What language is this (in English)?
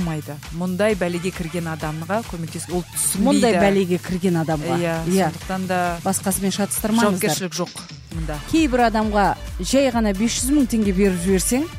Kazakh